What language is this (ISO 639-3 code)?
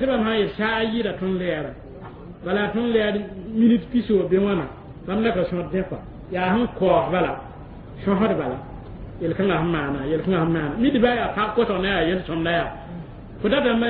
mos